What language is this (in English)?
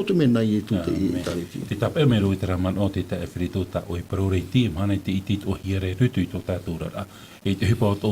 Tahitian